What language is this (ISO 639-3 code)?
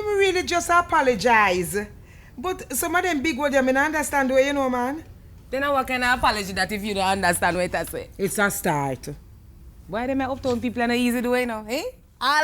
jam